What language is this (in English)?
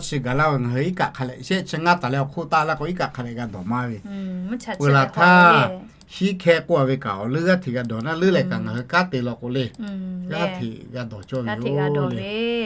Lahu